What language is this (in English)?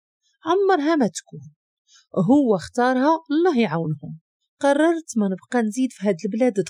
Moroccan Arabic